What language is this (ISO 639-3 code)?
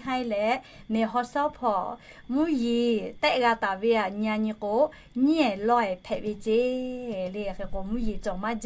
lhu